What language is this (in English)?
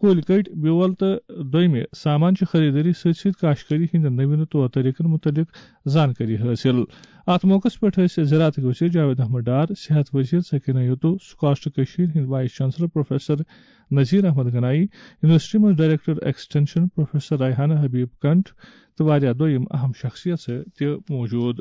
Kashmiri